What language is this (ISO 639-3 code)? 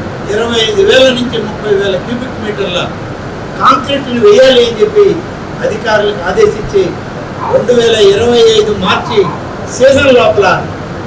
tel